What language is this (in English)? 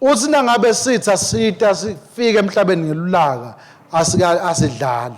Swati